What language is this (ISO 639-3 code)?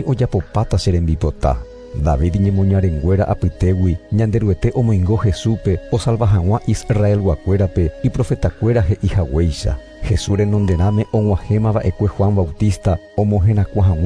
grn